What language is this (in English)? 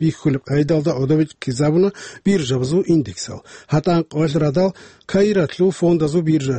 Avaric